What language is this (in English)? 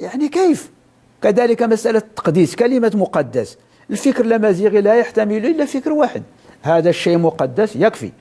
Moroccan Arabic